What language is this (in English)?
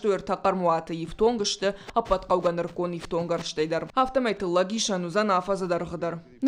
Ossetic